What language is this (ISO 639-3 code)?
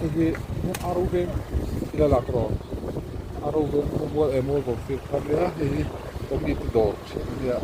lus